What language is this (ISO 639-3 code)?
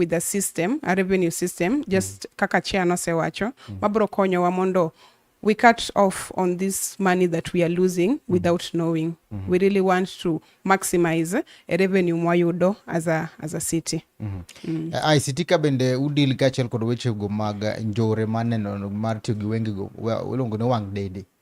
luo